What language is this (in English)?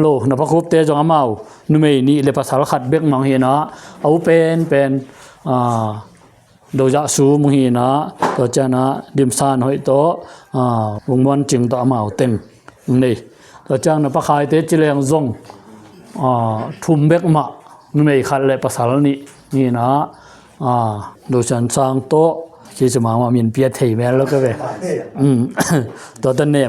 Tedim Chin